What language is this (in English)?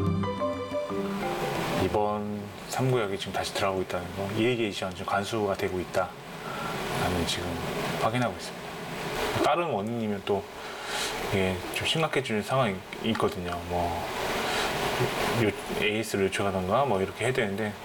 Korean